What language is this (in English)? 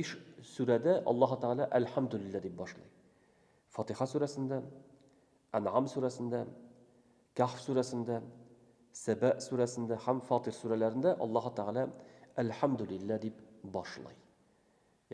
Tatar